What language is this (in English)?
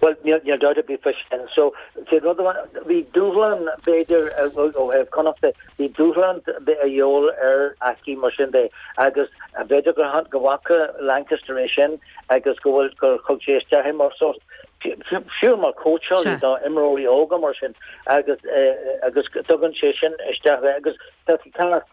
Irish